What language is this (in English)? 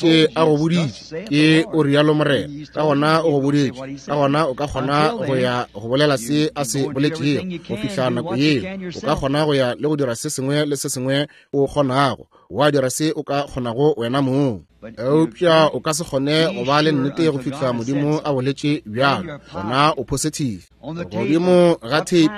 Northern Sotho